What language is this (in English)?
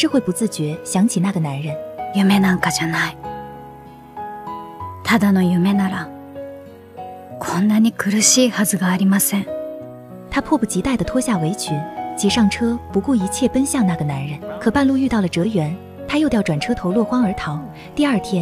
Chinese